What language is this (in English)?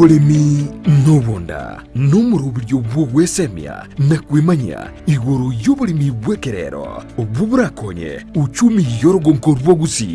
Gusii